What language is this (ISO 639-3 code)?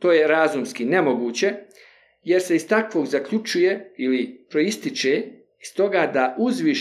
bos